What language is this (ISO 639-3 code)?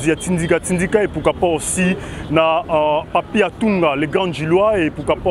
lin